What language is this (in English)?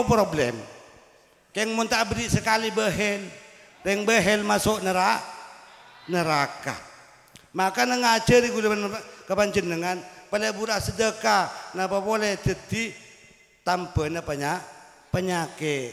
Madurese